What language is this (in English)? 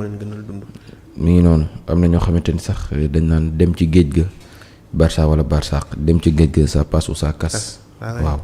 Wolof